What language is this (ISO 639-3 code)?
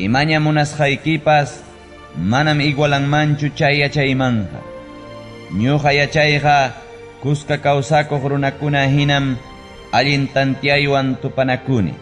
quy